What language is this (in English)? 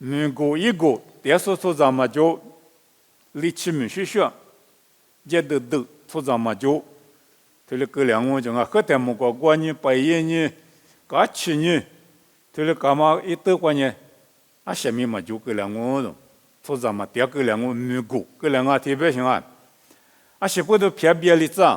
Lisu